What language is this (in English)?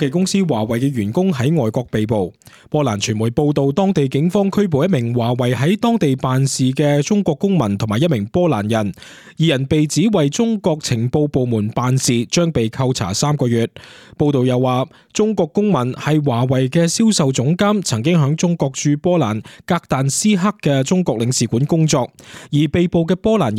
Cantonese